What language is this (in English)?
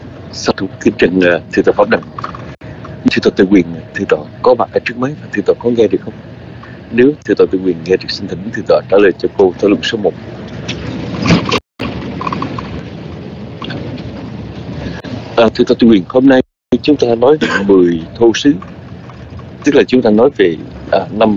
Vietnamese